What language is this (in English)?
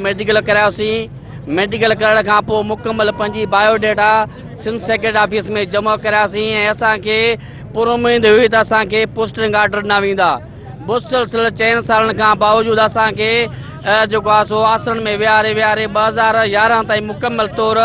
Sindhi